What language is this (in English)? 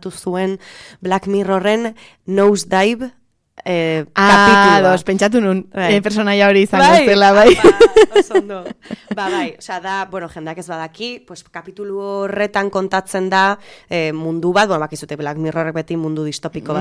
Basque